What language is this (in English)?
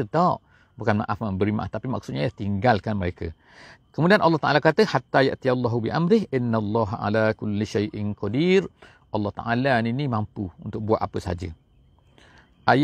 Malay